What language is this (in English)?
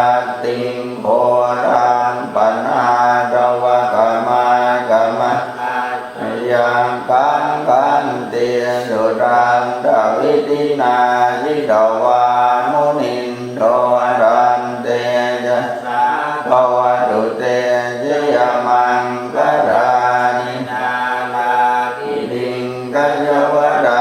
Pali